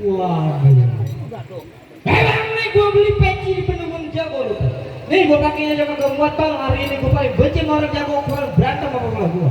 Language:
Betawi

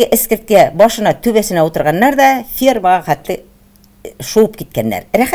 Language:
Tatar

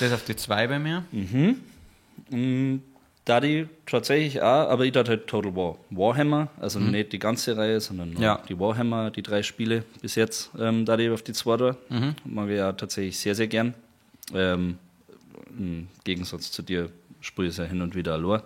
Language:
Bavarian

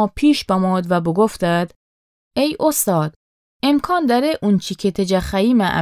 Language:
Gilaki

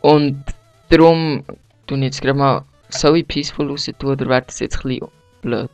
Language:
Swiss German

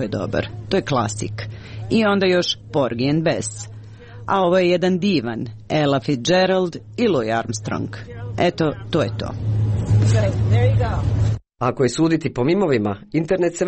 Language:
Croatian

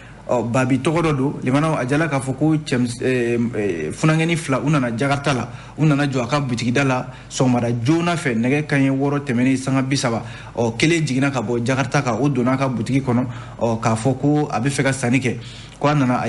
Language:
Bambara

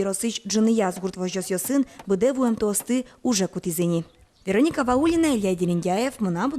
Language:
Udmurt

